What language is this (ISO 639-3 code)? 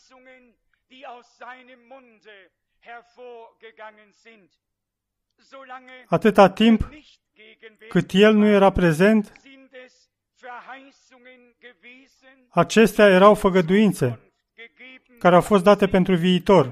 ron